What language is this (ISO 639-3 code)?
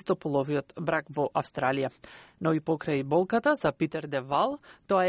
mkd